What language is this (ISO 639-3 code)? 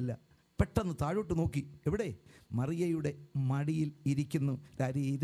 mal